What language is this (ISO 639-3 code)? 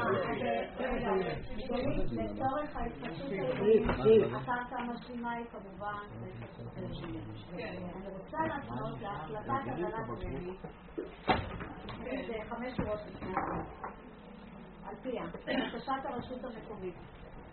heb